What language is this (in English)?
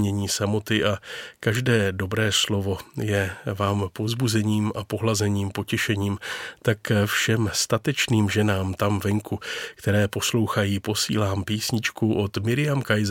Czech